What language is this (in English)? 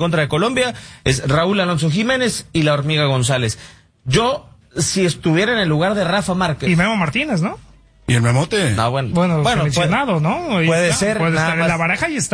Spanish